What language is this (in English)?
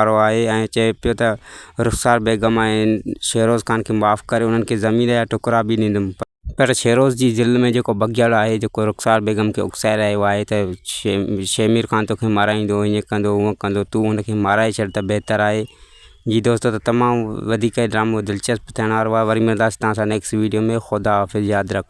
Sindhi